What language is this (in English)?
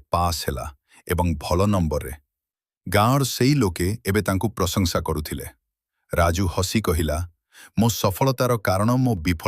Odia